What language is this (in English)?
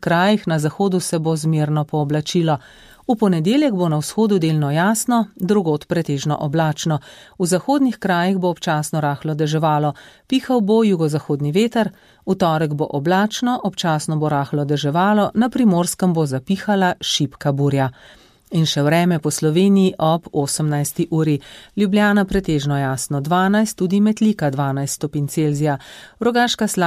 Slovenian